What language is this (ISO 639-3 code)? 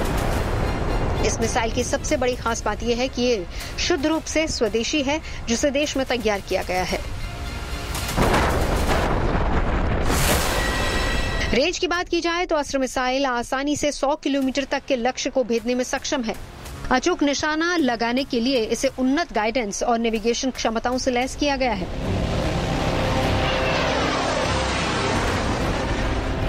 hin